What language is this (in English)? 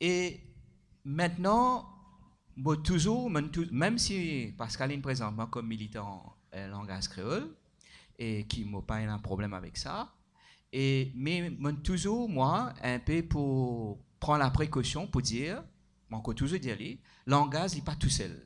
Morisyen